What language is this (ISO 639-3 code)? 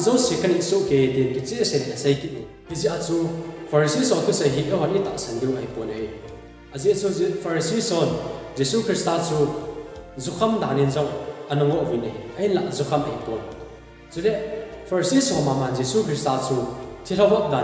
tcz